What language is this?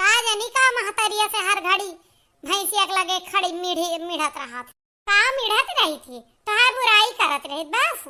Awadhi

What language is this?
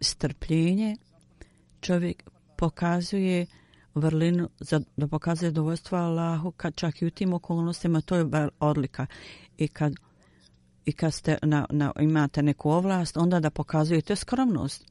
Bosnian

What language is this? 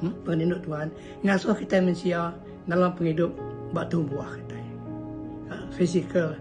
Iban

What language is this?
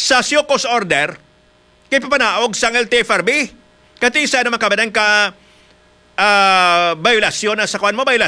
Hiligaynon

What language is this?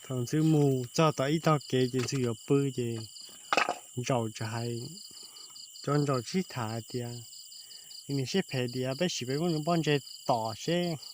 Hmong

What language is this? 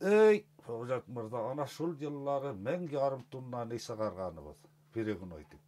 Bashkir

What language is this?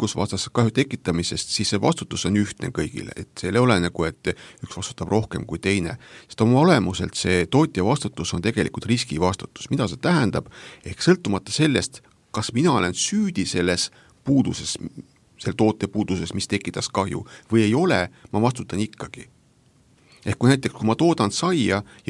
Estonian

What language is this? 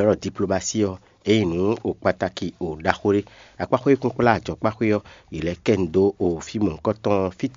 Fon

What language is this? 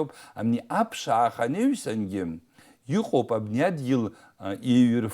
Abkhazian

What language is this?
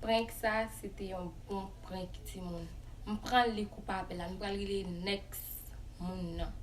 Haitian Creole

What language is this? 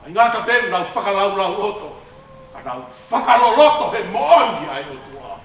Tongan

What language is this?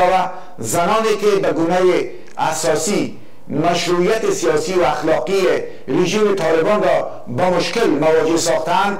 Persian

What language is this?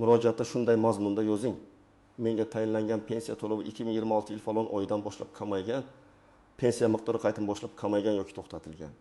Uzbek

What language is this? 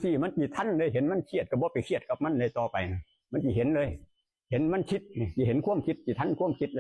Northeastern Thai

